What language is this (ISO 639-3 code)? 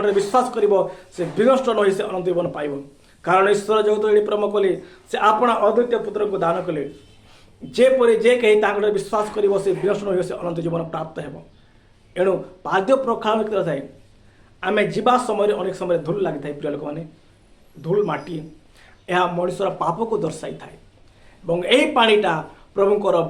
ori